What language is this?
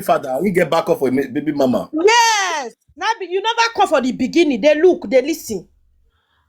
Nigerian Pidgin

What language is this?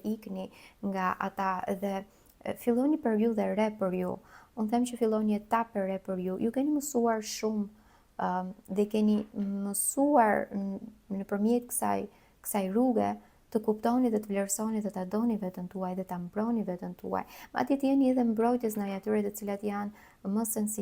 Albanian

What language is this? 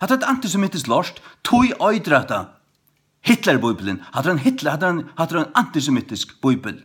Faroese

